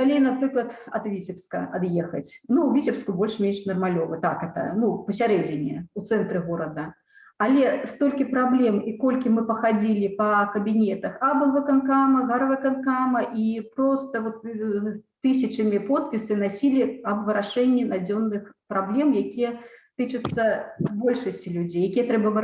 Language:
Belarusian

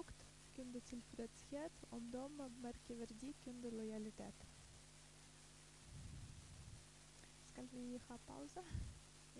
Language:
Norwegian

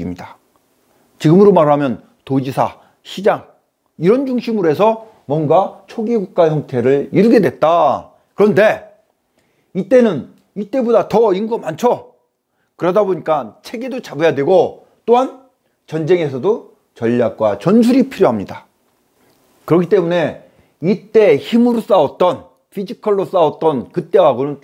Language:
Korean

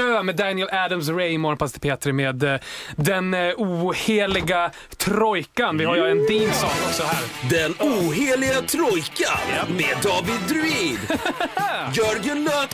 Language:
Swedish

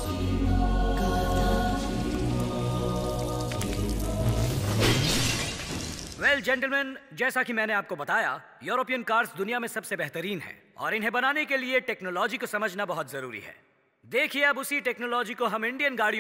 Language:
Hindi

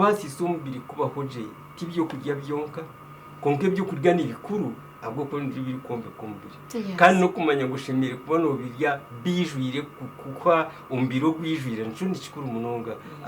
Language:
Nyankole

